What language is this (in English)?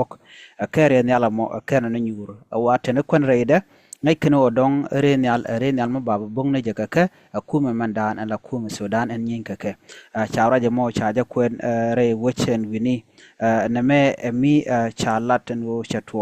Nuer